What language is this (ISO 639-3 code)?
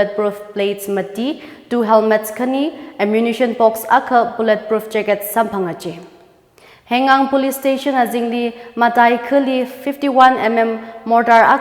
nmf